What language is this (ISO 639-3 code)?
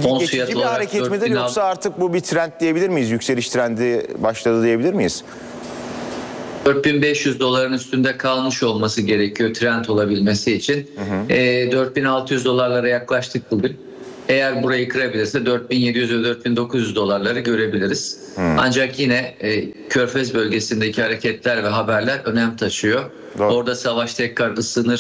tur